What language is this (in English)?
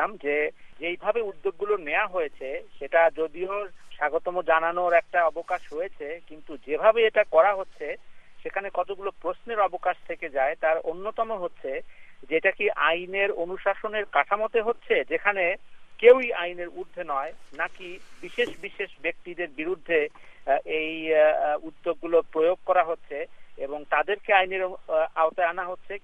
Bangla